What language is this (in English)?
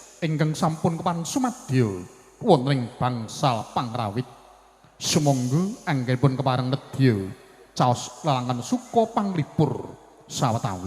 Javanese